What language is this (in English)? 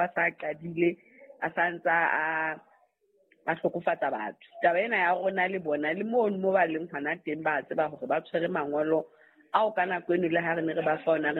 Southern Sotho